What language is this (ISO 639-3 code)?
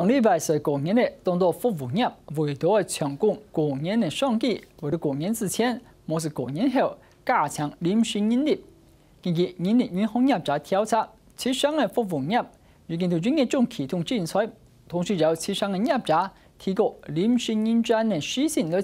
hak